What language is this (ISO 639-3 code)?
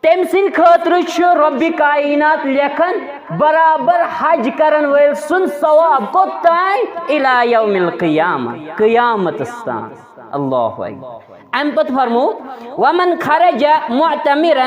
kas